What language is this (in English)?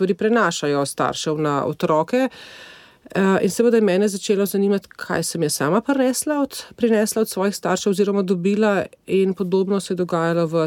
Slovenian